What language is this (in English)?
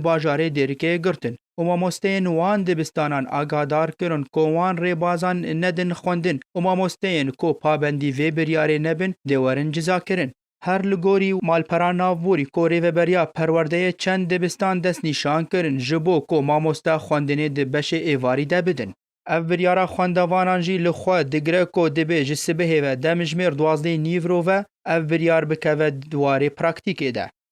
Kurdish